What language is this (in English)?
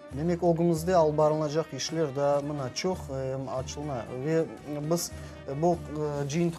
Crimean Tatar